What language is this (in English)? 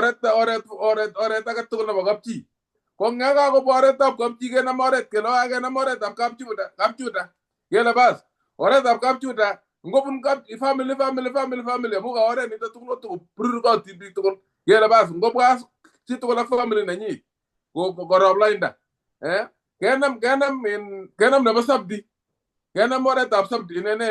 Kalenjin